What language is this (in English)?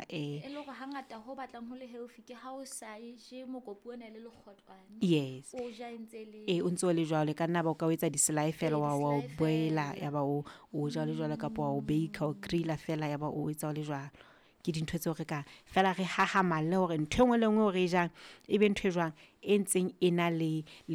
Southern Sotho